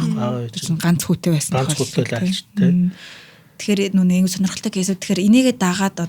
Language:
Mongolian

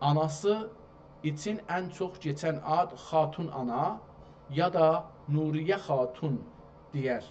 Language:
South Azerbaijani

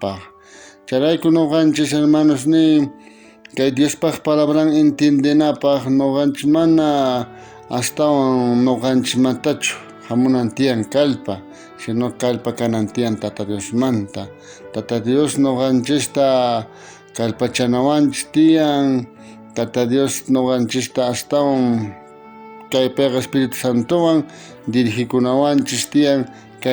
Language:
South Bolivian Quechua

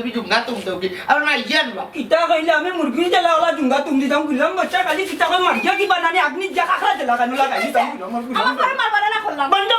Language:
Sylheti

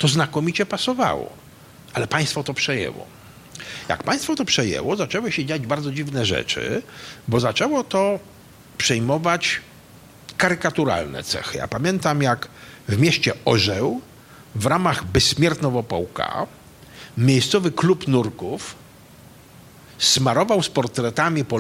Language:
Polish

